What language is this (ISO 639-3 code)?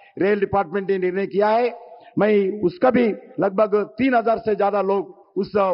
tel